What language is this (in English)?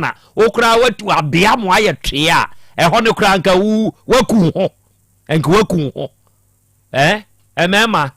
Akan